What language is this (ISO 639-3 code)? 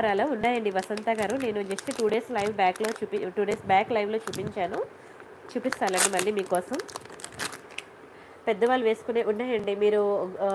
tel